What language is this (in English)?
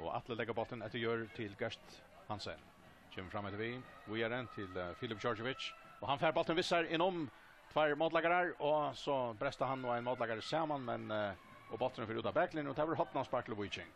Faroese